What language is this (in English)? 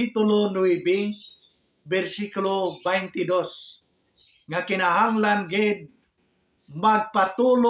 Hiligaynon